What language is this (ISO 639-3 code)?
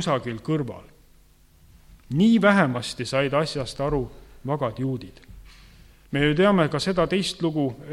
est